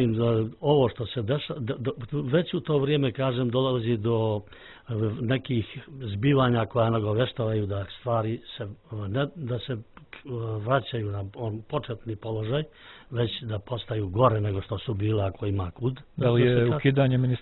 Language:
Serbian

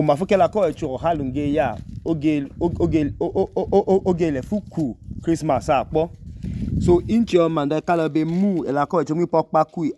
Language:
Idoma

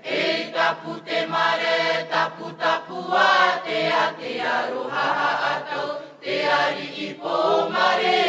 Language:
Tahitian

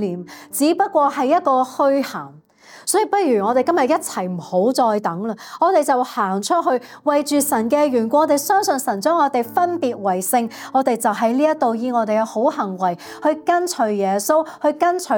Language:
Cantonese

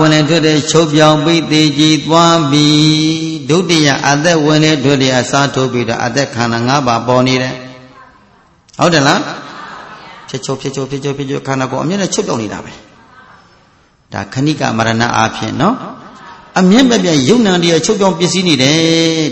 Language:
Burmese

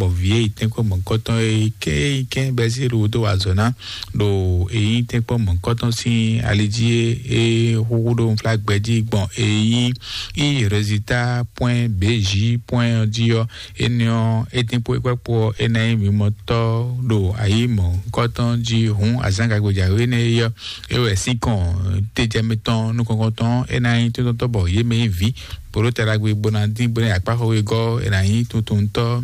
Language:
Fon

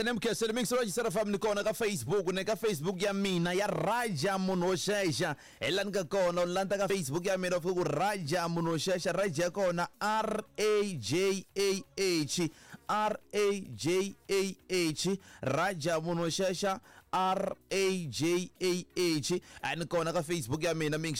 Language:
Tsonga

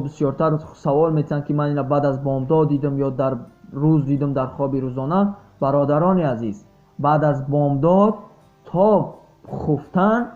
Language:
Tajik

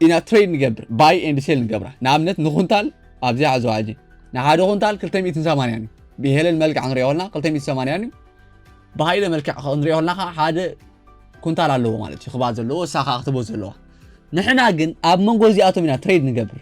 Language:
Tigrinya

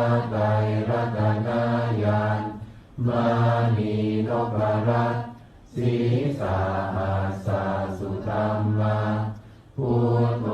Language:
Pali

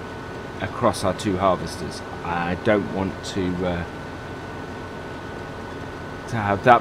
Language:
English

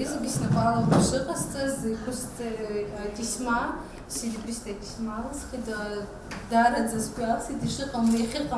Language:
Abkhazian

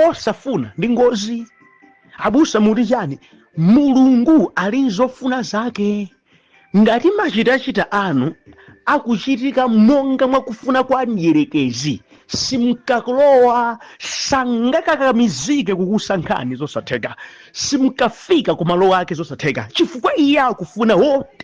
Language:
Nyanja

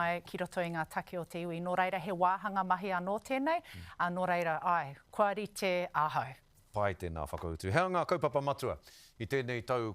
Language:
Māori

